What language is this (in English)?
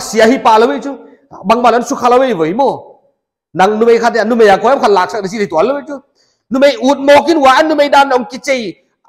Paite Chin